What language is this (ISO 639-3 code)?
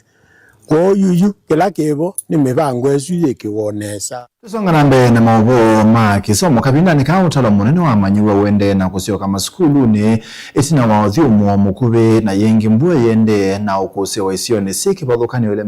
kam